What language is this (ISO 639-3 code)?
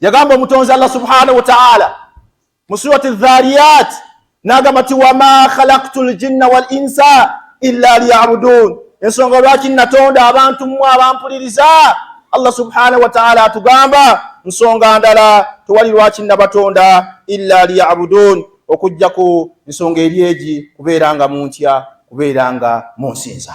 lug